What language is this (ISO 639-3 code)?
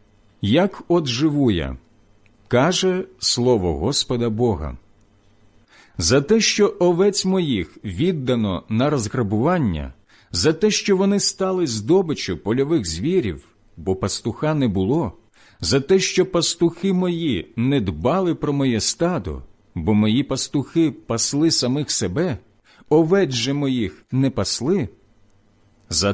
ukr